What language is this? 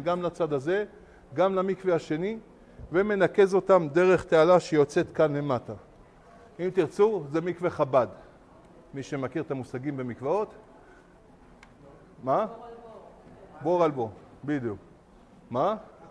Hebrew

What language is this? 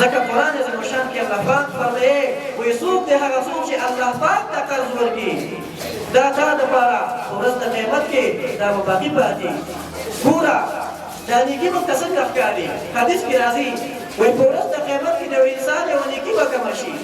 Pashto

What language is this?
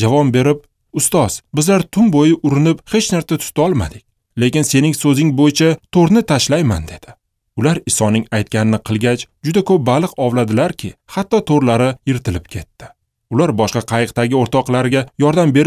Uzbek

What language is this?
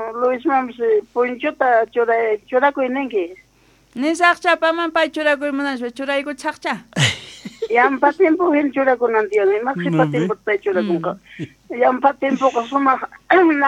South Bolivian Quechua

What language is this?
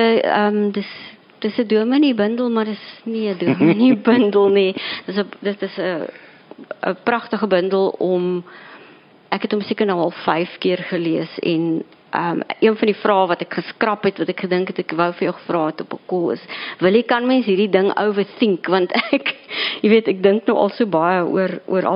Afrikaans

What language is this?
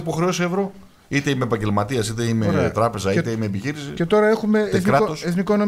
Greek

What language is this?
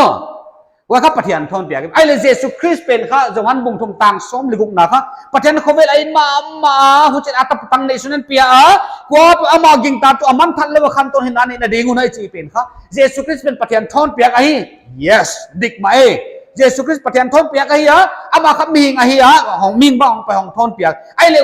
Paite Chin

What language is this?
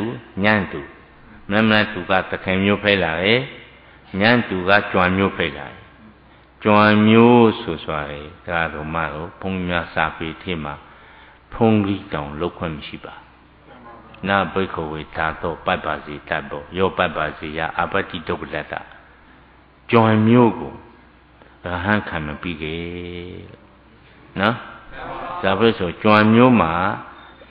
Burmese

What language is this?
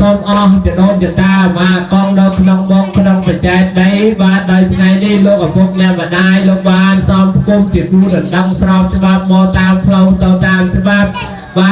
Khmer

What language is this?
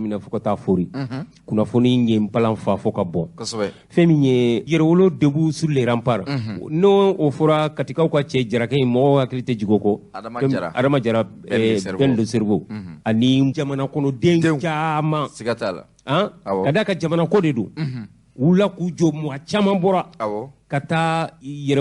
Bambara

